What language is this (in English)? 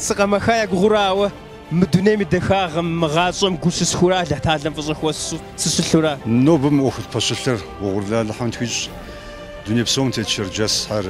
Kabardian